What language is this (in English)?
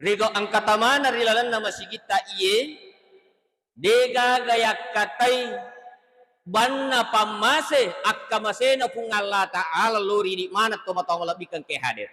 Buginese